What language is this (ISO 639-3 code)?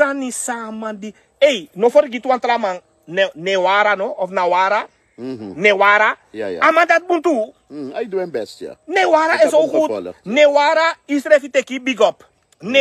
srn